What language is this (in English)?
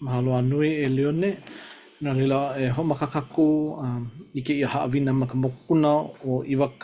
Hawaiian